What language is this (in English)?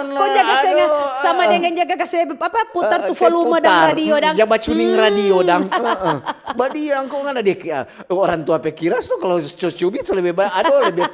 Manado Malay